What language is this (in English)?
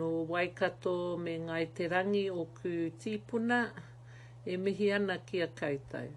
Māori